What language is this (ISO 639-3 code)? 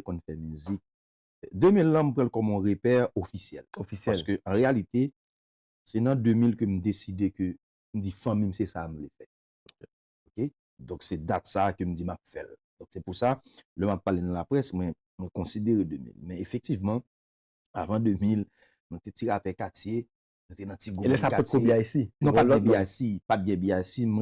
hat